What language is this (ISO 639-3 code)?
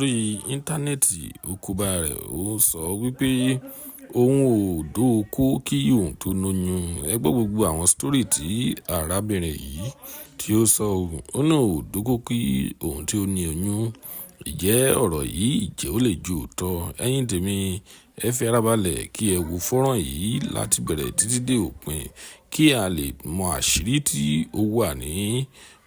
yor